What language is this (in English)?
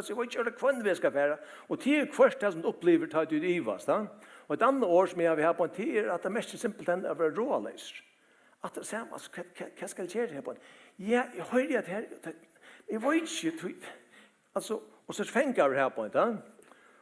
Faroese